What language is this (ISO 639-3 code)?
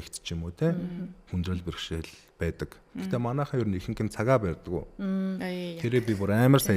mon